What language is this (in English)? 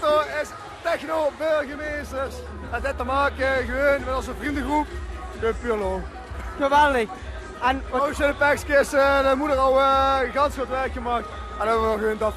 Limburgish